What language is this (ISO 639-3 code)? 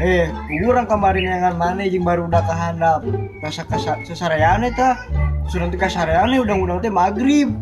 sun